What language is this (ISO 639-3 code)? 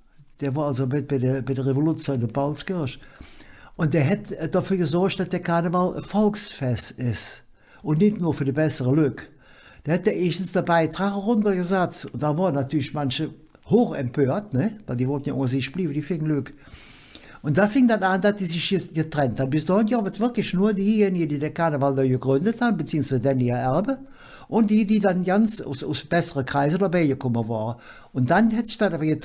ksh